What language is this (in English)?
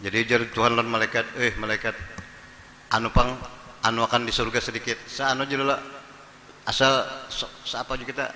Banjar